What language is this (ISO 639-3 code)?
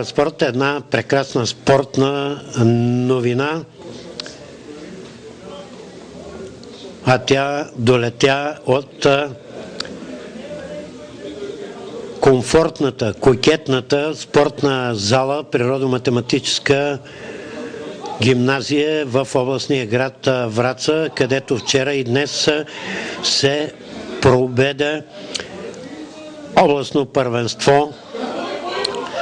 bul